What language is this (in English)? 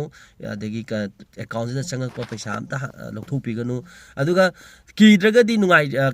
Manipuri